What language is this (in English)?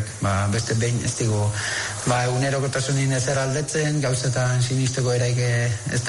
Basque